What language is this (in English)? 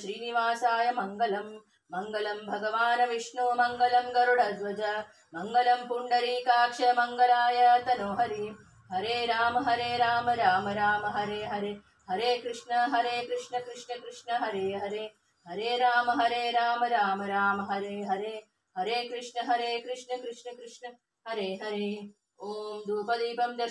Kannada